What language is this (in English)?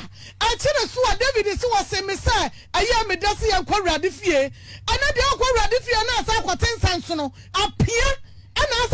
Akan